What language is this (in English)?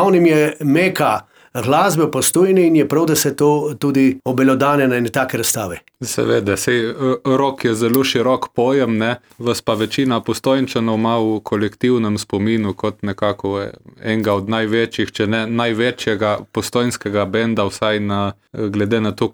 Slovenian